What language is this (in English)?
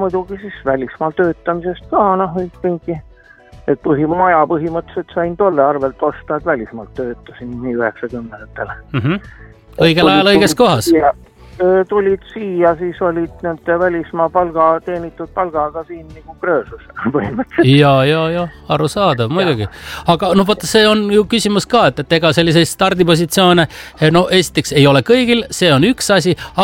Estonian